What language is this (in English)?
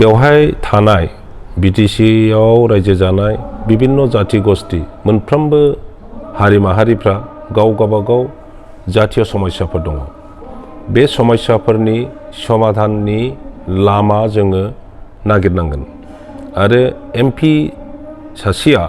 Bodo